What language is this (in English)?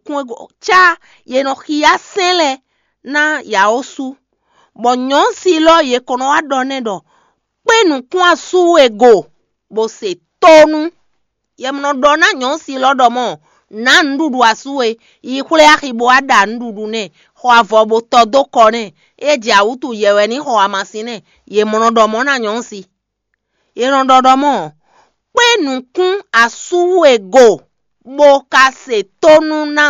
Fon